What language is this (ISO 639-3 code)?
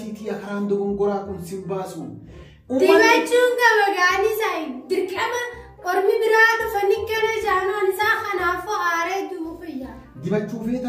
orm